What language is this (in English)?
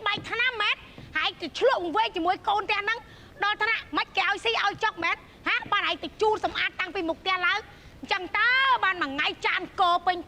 Khmer